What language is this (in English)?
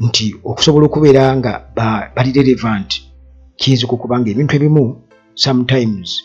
Ganda